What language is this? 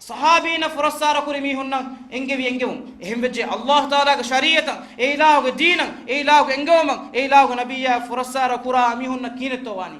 Divehi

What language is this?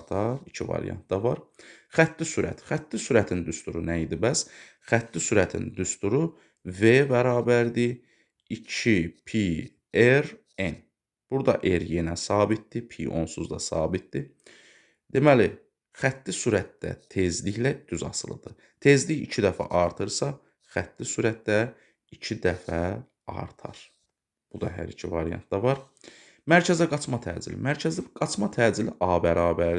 Azerbaijani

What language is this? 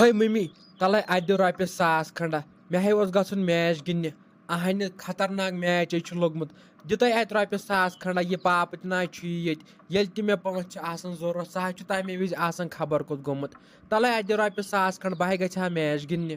Kashmiri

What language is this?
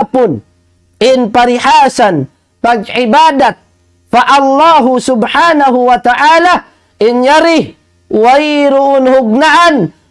Tausug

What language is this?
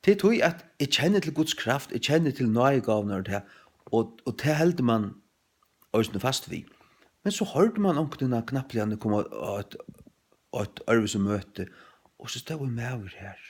Faroese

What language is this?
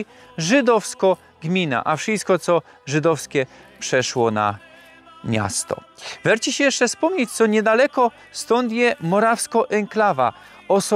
Silesian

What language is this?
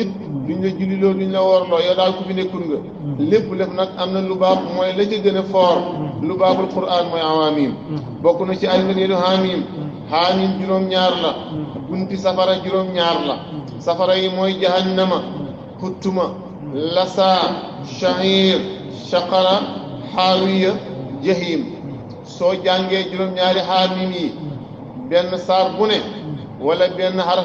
Wolof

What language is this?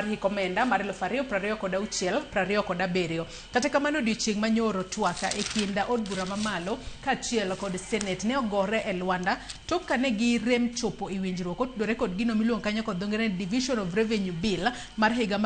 Luo (Kenya and Tanzania)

